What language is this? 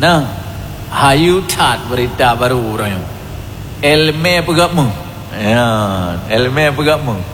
Achinese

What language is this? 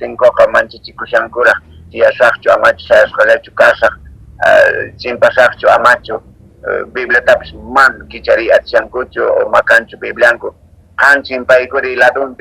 Quechua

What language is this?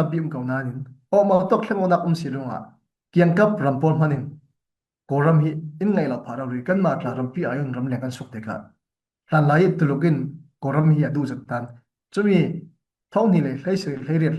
Falam Chin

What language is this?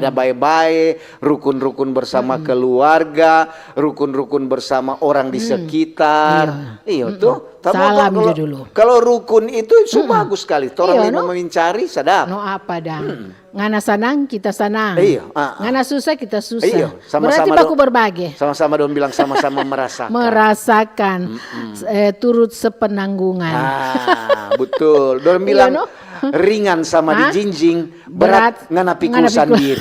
Manado Malay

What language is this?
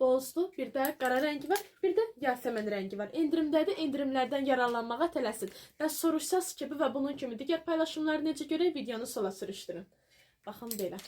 Azerbaijani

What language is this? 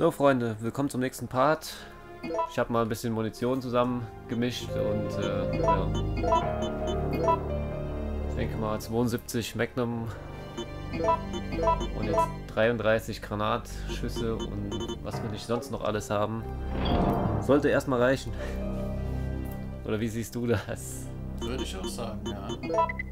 German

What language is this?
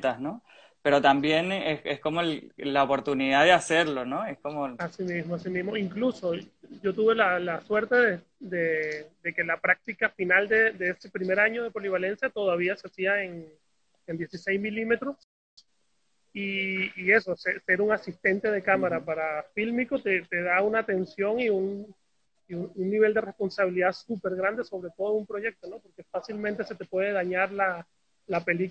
Spanish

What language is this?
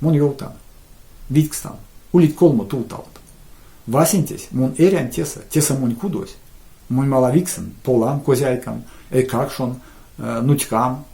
Erzya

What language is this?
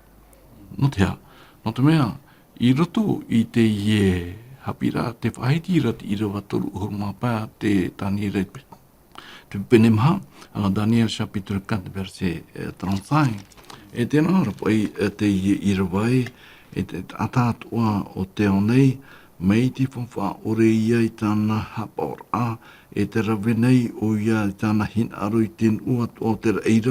Tahitian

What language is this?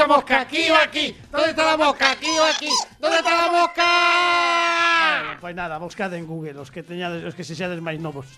Galician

